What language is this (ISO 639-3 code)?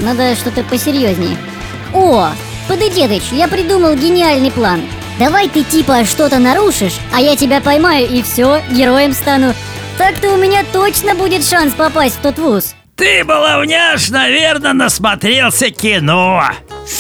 rus